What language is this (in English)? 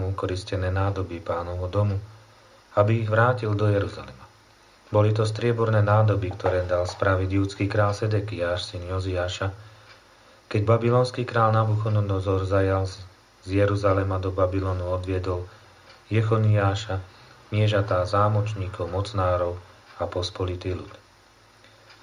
Slovak